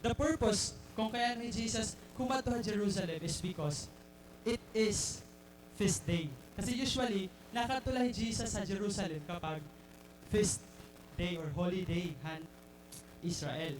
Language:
Waray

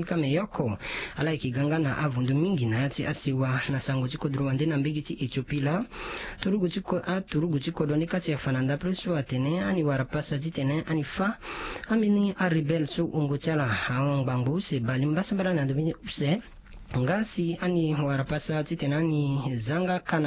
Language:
Sango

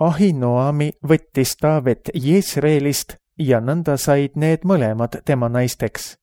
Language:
Estonian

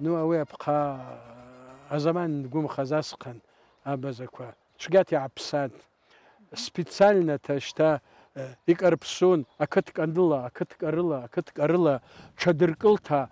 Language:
Abkhazian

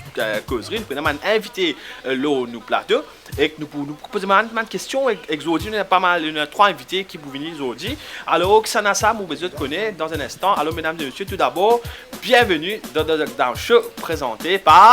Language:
Morisyen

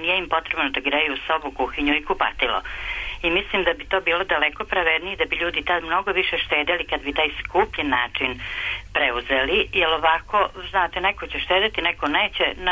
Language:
Serbian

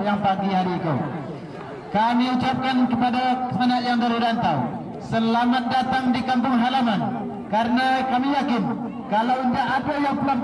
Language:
Minangkabau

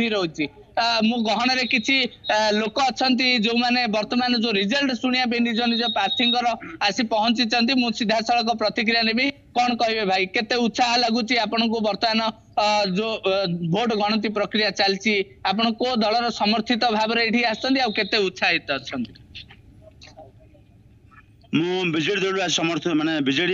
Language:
Odia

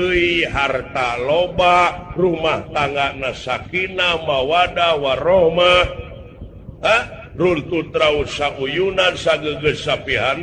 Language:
Sundanese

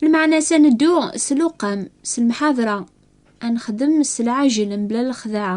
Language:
Kabyle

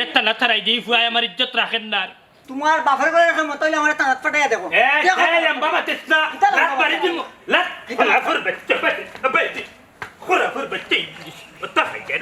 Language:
Sylheti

